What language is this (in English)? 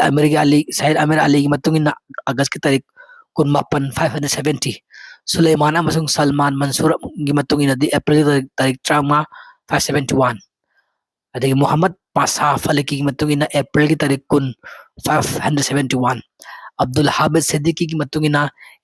Manipuri